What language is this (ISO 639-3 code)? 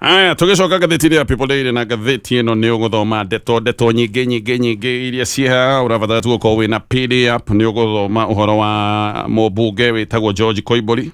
kik